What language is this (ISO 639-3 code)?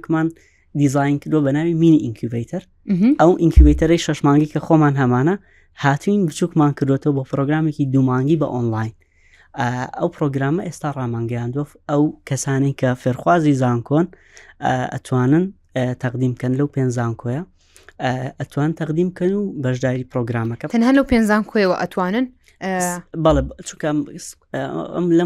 ckb